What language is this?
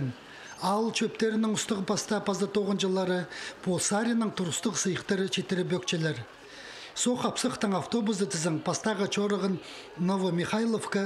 Khakas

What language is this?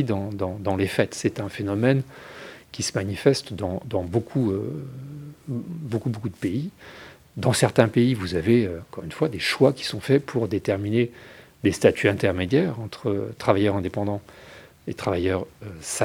French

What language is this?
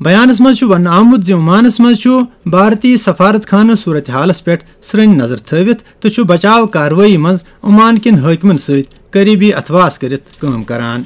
Kashmiri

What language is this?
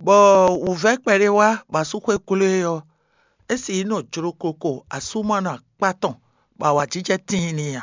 Fon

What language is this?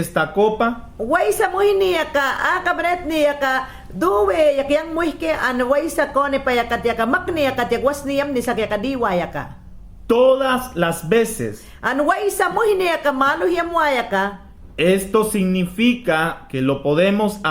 Mayangna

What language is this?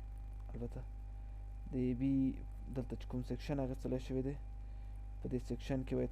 Pashto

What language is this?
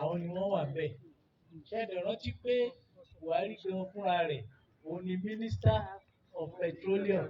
Yoruba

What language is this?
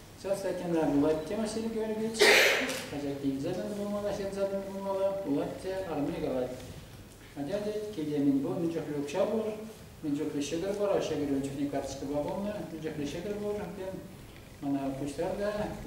Chuvash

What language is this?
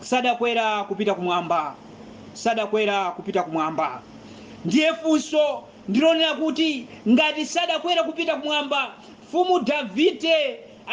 Nyanja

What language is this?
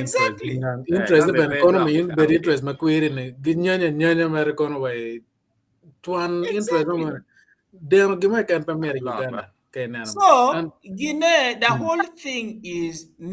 Acoli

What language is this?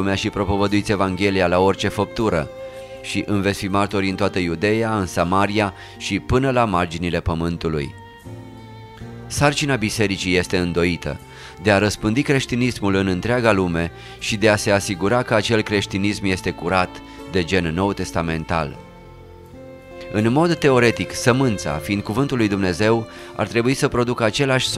Romanian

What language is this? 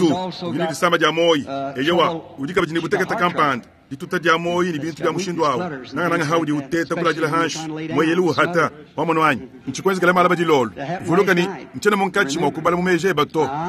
Luba-Lulua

